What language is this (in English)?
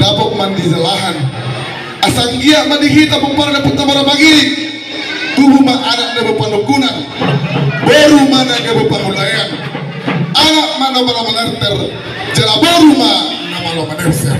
Batak Toba